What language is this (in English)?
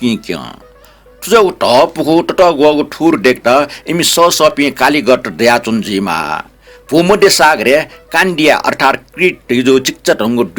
Newari